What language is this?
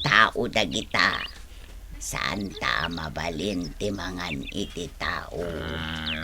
Iloko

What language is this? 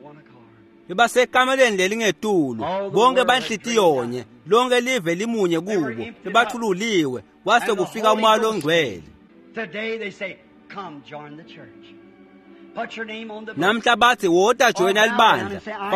Swati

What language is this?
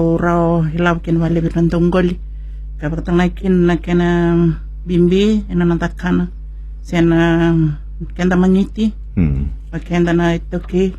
Fijian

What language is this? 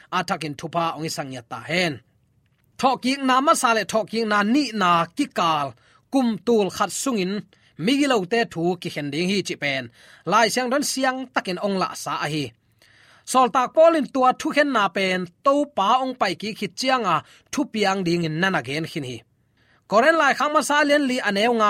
Tedim Chin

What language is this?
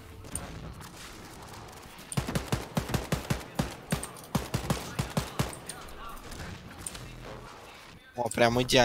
Russian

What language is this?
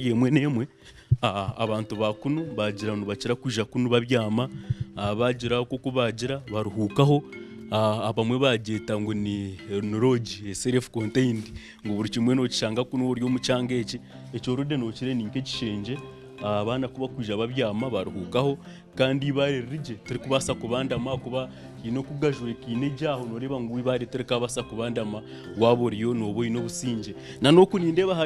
Nyankole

